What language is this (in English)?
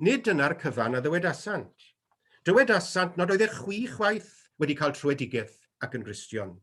Welsh